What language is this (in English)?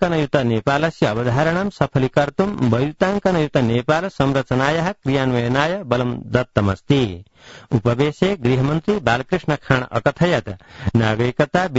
Sanskrit